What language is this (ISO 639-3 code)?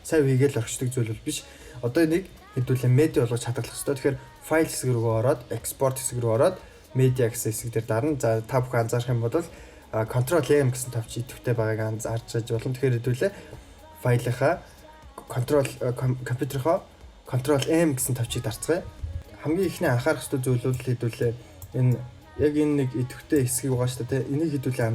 mon